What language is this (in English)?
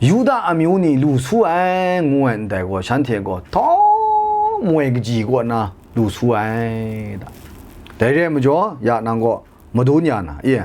Kachin